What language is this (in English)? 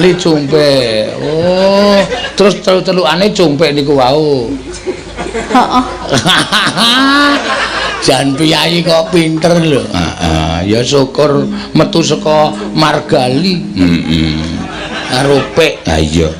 Javanese